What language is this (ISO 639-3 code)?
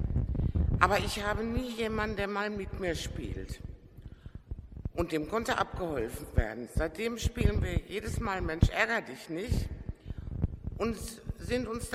deu